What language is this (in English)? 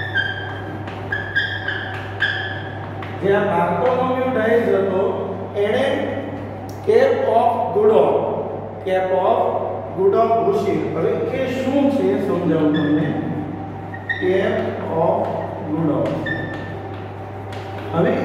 Gujarati